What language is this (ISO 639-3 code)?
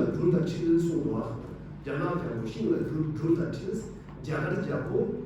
bod